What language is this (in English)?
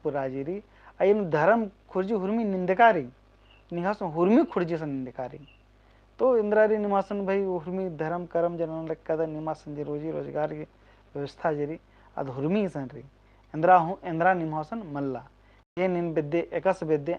Kurukh